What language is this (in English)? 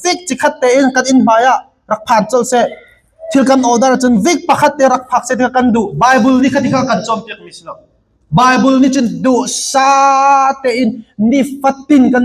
Hakha Chin